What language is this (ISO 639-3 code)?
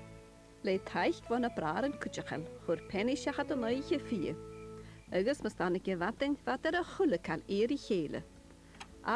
gla